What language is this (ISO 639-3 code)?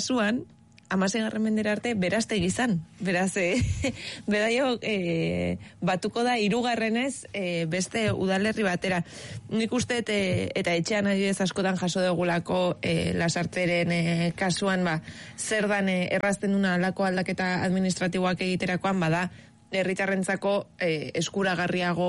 eus